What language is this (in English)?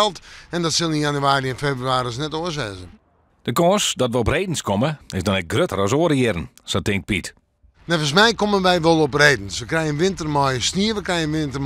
Western Frisian